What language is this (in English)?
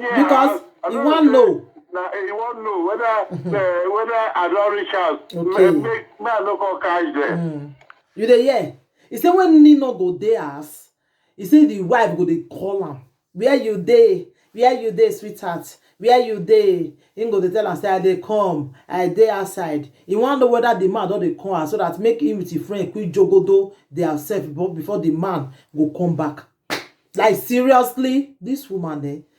Nigerian Pidgin